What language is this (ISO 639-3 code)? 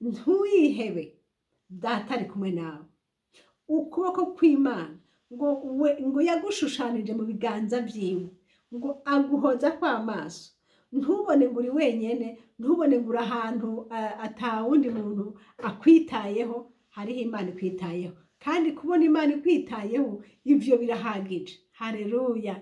run